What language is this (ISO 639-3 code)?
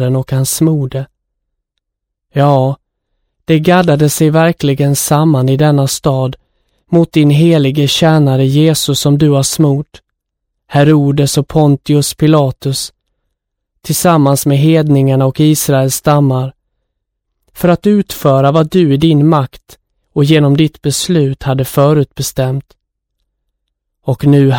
swe